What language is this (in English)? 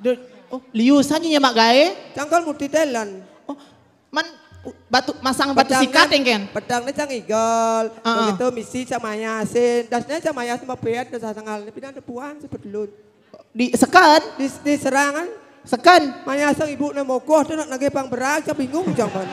Balinese